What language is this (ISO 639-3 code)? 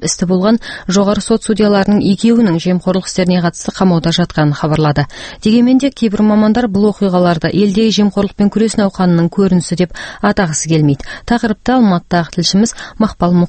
kaz